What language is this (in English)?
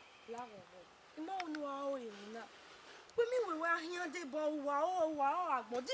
Bini